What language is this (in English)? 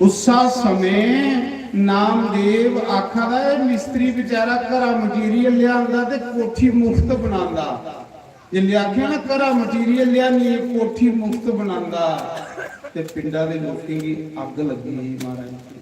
Dogri